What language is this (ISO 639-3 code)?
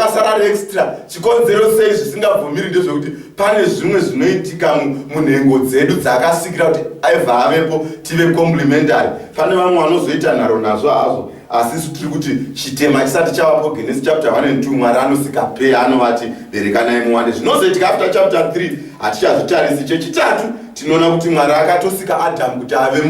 sna